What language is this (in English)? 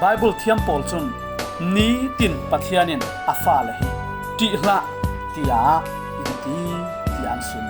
Falam Chin